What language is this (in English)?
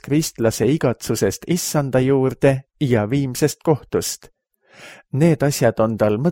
Estonian